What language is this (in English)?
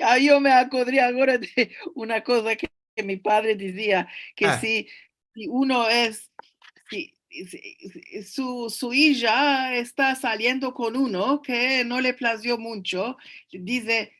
Ladino